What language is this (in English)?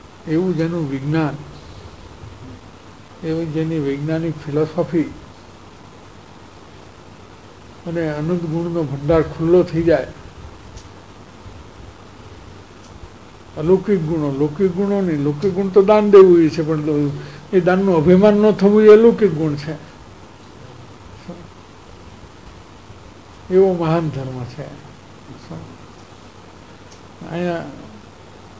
Gujarati